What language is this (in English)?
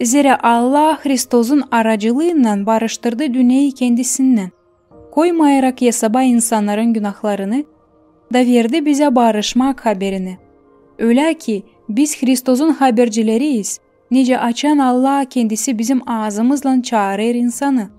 Gagauz